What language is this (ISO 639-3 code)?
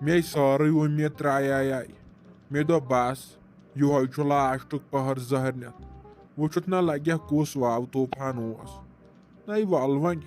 kas